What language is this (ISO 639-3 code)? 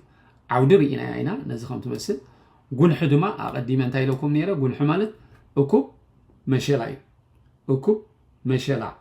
tir